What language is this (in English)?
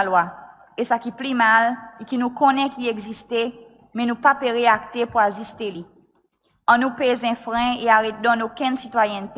Seselwa Creole French